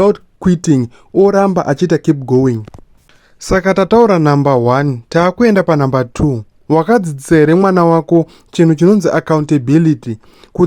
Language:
Shona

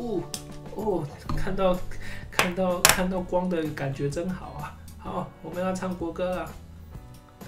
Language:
Chinese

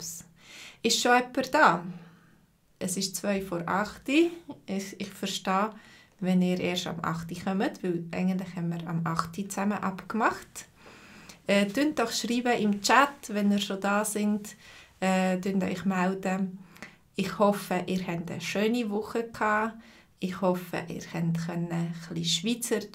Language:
Swiss German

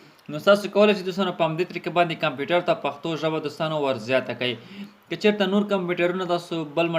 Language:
Pashto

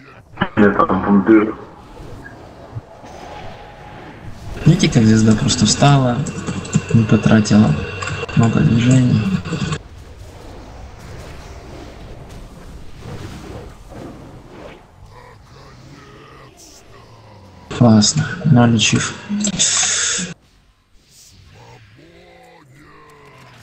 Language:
Russian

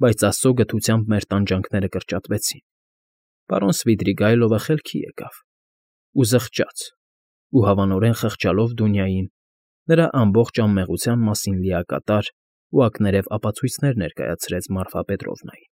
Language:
Armenian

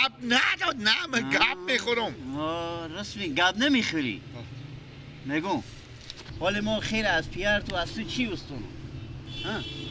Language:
Persian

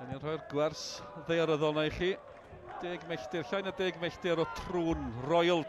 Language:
Welsh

